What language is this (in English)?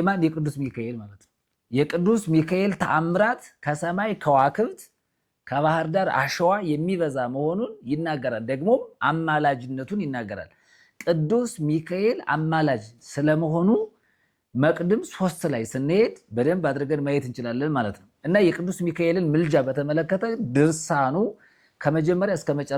Amharic